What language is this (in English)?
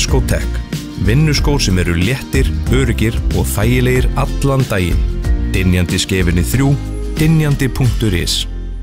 Icelandic